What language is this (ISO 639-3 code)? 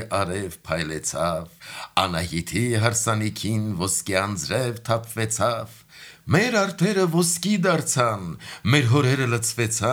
hye